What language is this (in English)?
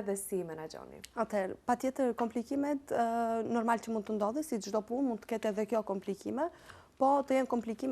Albanian